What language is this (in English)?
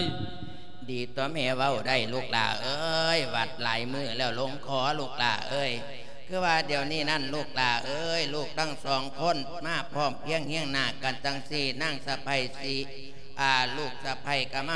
Lao